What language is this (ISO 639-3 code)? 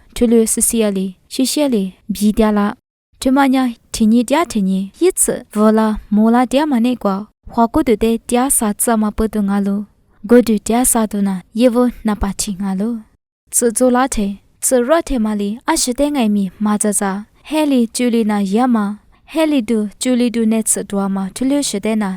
lis